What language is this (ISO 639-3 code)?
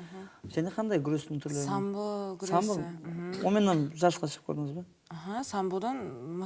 kaa